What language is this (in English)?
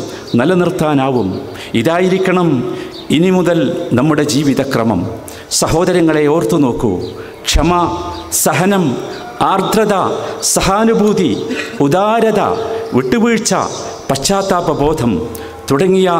Malayalam